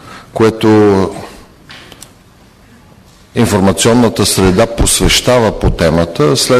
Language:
Bulgarian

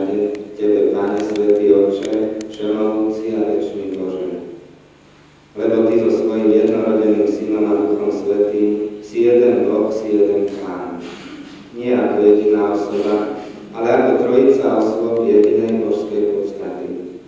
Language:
Slovak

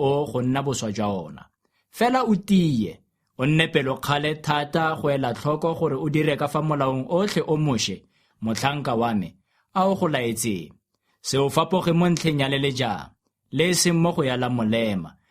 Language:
Tswana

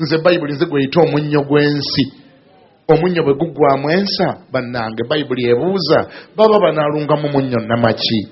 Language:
Ganda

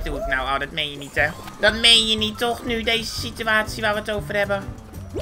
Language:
Dutch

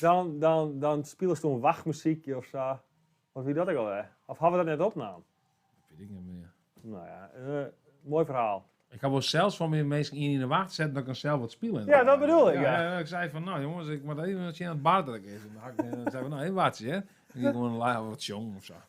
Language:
Western Frisian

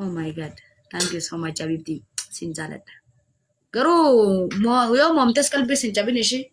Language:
Oromo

